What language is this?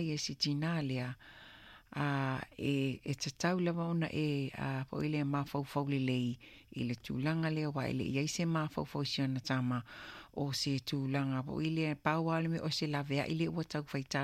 Samoan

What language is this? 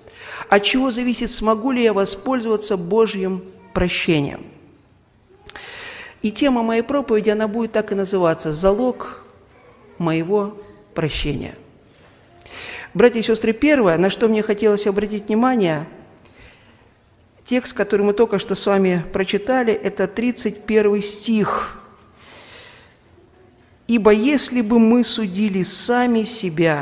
Russian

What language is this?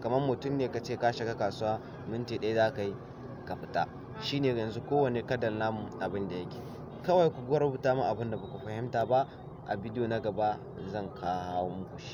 Hausa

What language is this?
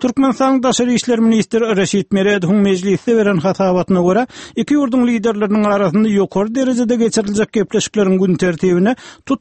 Turkmen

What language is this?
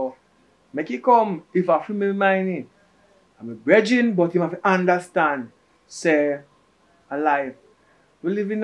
Jamaican Creole English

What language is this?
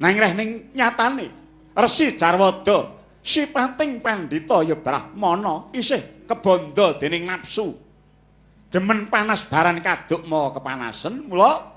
Javanese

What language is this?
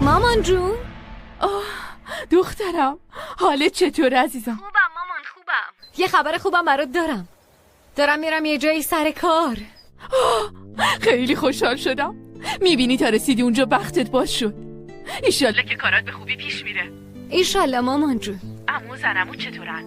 Persian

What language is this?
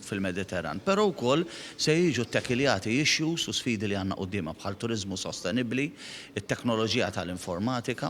Maltese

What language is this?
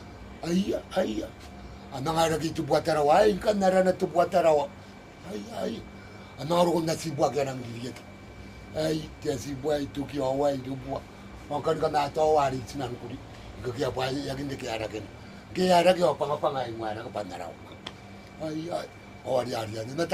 Gilbertese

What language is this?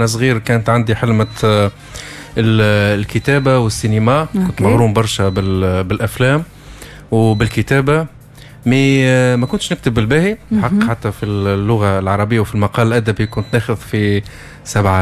Tunisian Arabic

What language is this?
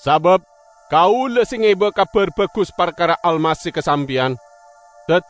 Madurese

